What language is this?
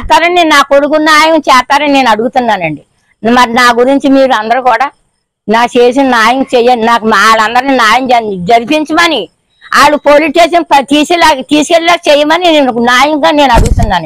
Telugu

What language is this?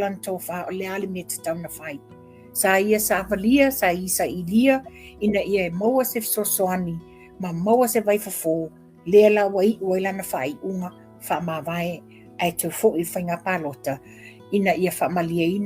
Samoan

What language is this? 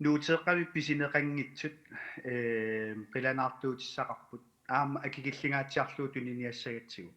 Kalaallisut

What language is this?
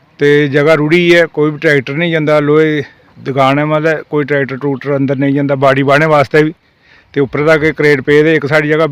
Dogri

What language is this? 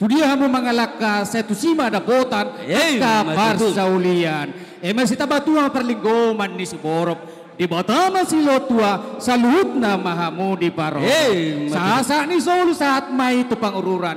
Batak Toba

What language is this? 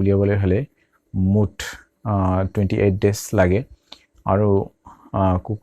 Assamese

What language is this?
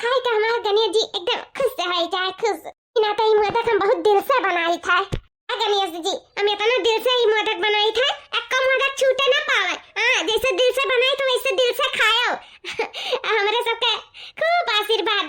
Awadhi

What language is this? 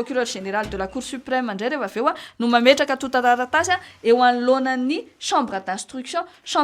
Malagasy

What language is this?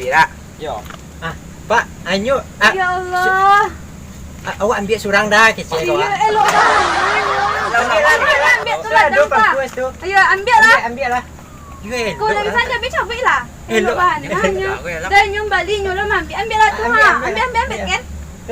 Minangkabau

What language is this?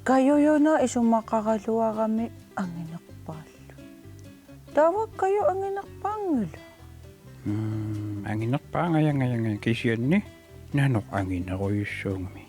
Kalaallisut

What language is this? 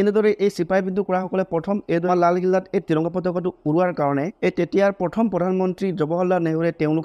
Assamese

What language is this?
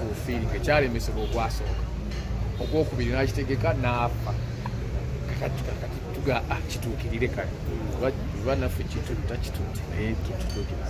Ganda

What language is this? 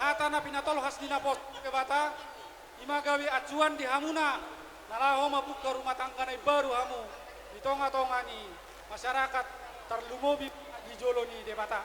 Batak Toba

